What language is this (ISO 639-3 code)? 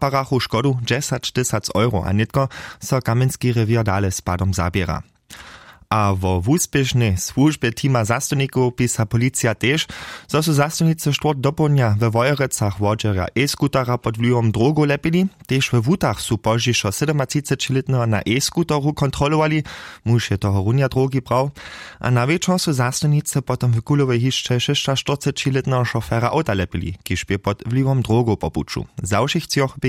hsb